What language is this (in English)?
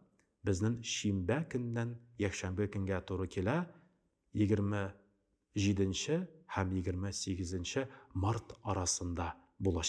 Tatar